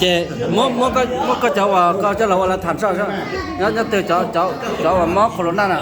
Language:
Hmong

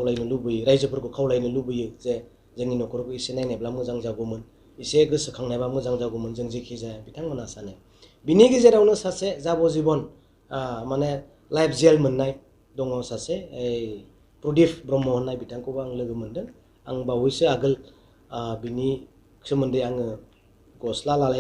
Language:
Bodo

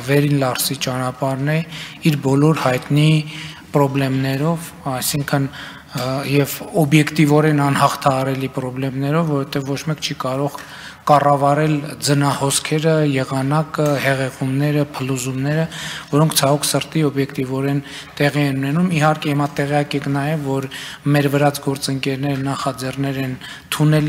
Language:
Armenian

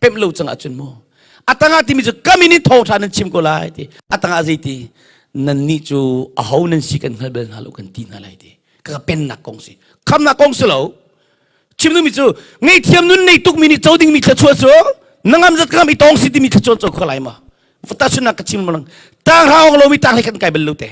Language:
Hakha Chin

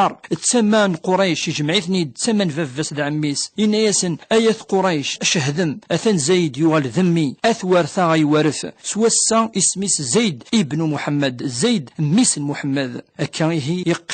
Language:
Kabyle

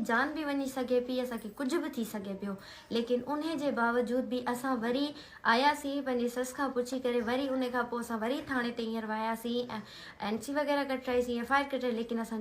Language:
Sindhi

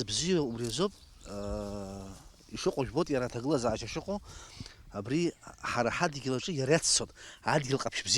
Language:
Abkhazian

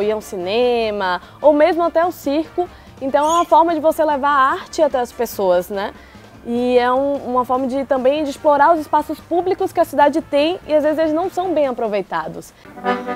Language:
Portuguese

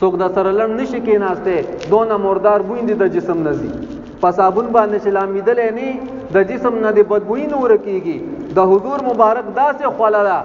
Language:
Pashto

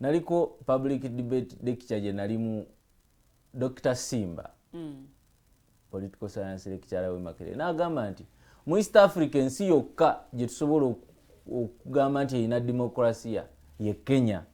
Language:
Ganda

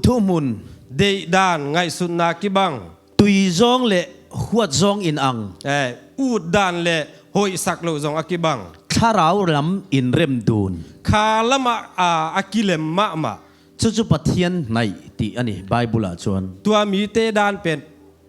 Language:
Tedim Chin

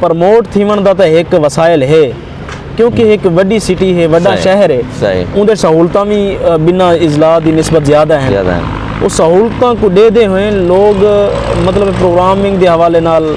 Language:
Saraiki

